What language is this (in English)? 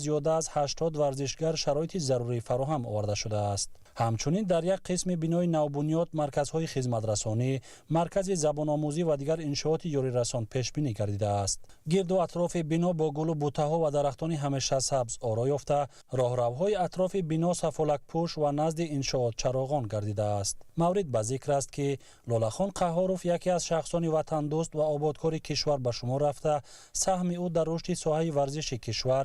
Tajik